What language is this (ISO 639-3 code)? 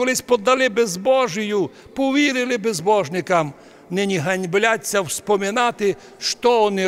rue